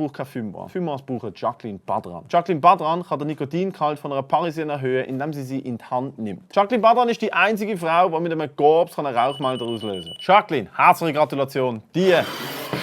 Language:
Swiss German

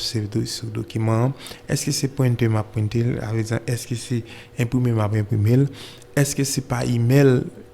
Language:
Haitian Creole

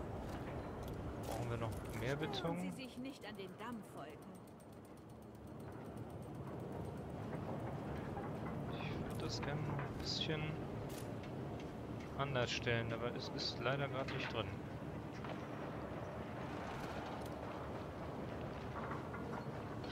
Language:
German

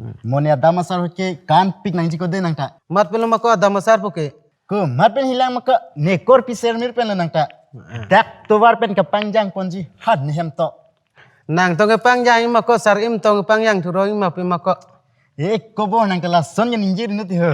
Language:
Karbi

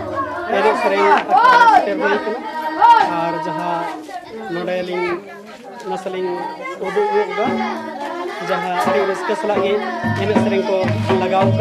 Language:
Santali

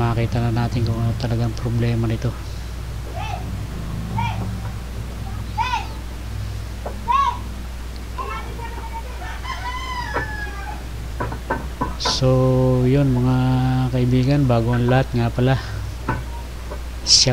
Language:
Filipino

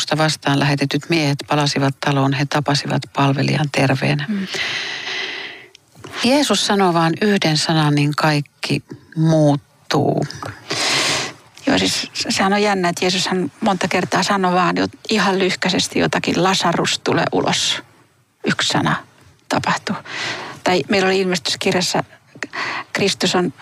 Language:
Finnish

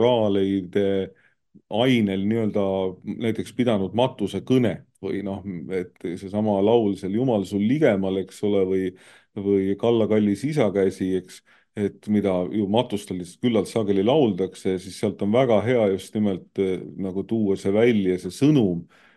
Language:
Estonian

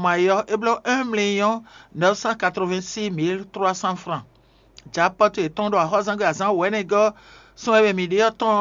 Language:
Fon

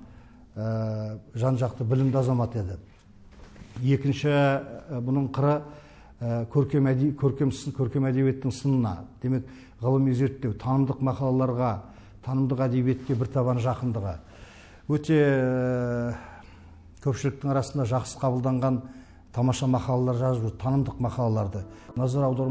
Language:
Kazakh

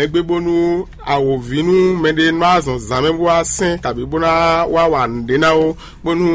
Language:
Fon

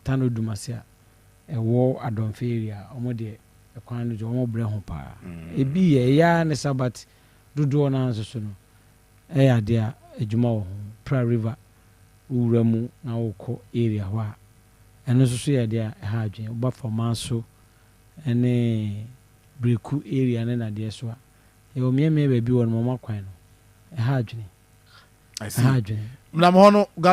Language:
Akan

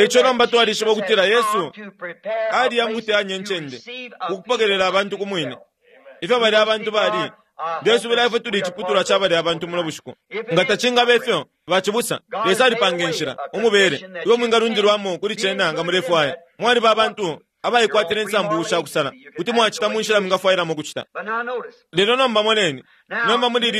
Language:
Bemba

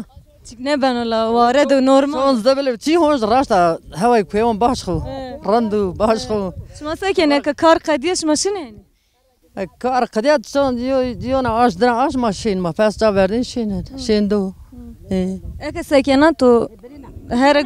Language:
Zaza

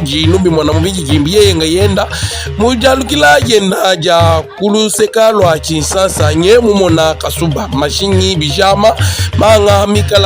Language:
Luba-Lulua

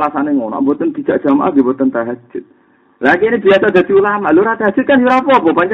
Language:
Javanese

